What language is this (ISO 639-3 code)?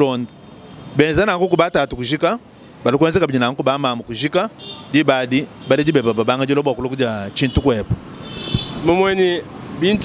lua